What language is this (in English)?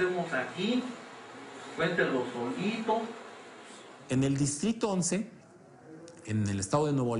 Spanish